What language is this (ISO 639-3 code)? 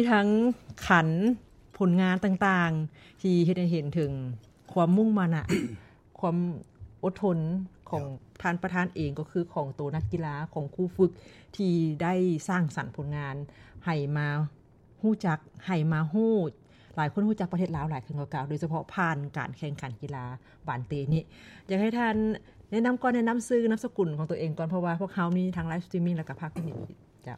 lao